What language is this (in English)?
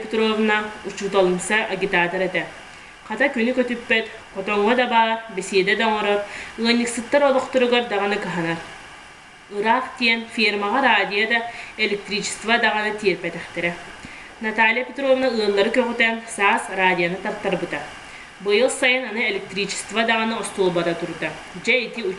Yakut